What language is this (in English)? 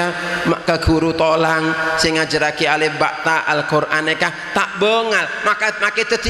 Madurese